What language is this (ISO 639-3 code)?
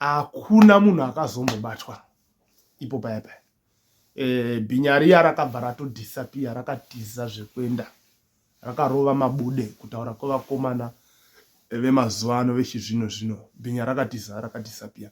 sna